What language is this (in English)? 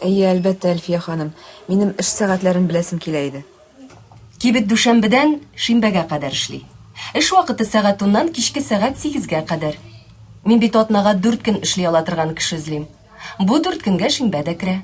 Tatar